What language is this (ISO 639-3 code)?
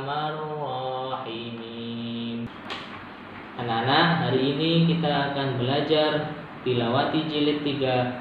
ind